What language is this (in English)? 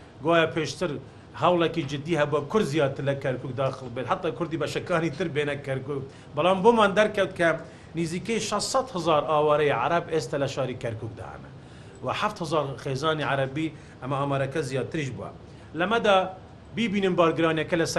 Central Kurdish